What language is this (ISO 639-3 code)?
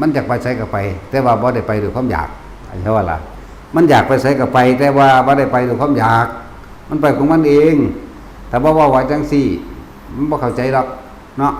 lao